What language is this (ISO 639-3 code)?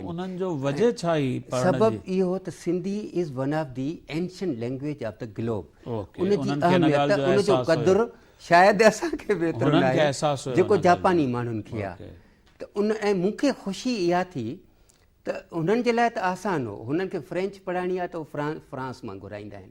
snd